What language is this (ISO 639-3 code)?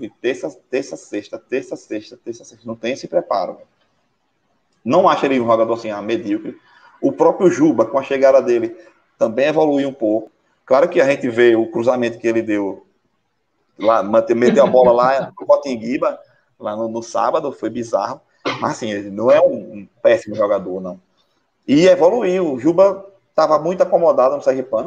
por